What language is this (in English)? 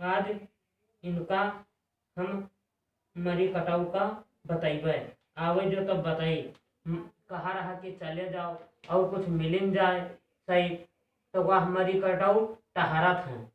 Awadhi